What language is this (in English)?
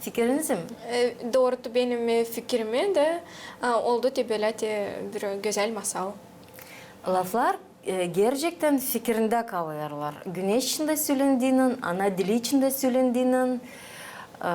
Gagauz